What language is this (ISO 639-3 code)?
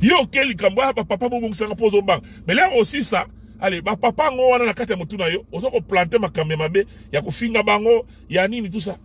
lin